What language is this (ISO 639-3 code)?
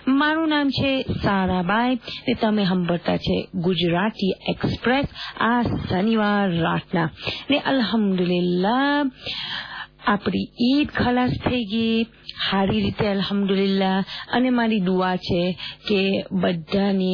guj